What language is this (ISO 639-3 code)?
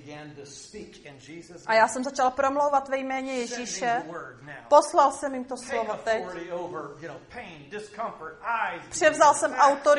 ces